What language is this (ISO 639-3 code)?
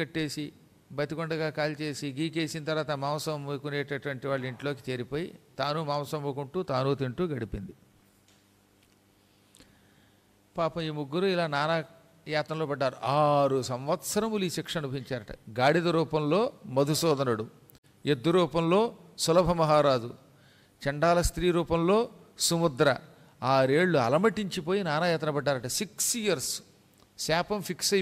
tel